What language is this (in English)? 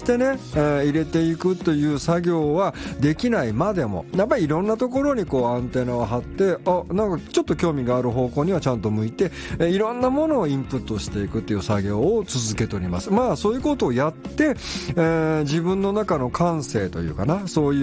Japanese